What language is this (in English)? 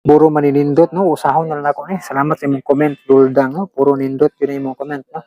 Cebuano